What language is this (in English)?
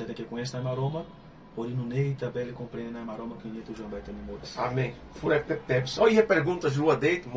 Tetum